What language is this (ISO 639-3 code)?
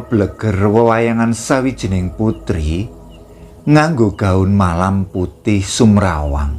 jav